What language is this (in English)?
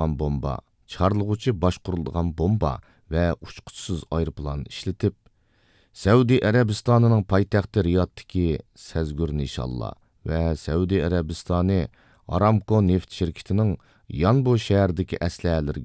Uyghur